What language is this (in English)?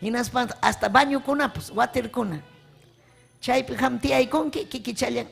Ayacucho Quechua